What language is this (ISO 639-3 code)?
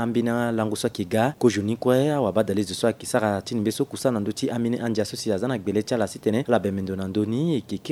sag